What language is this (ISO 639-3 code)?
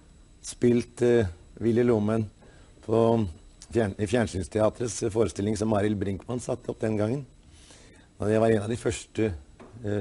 nor